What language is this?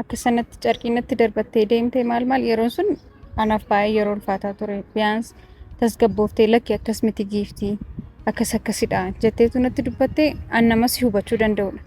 Oromo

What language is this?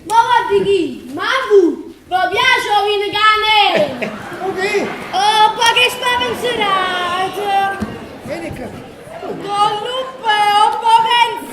Neapolitan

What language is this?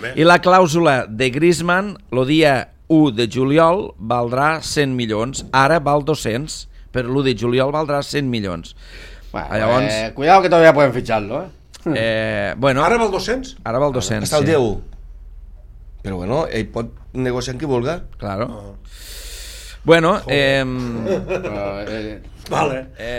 Catalan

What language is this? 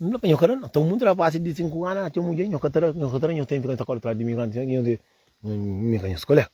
Kabuverdianu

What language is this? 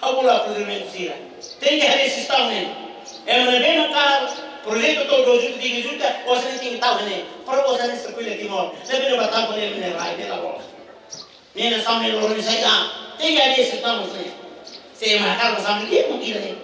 Tetum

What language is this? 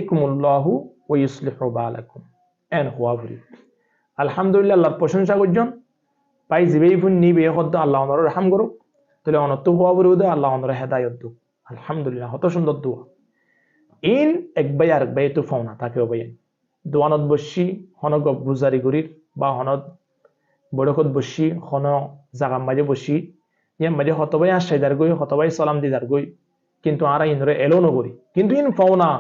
Rohingya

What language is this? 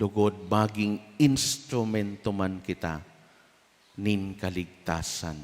Bikol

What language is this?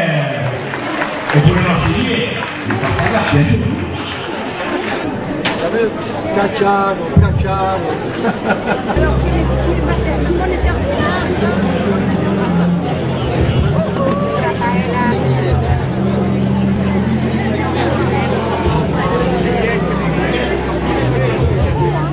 French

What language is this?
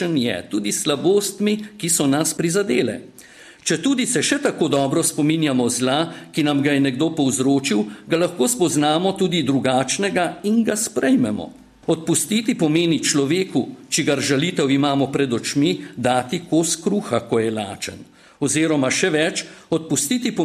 Slovenian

